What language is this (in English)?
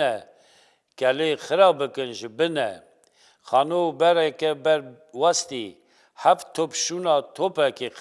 Kurdish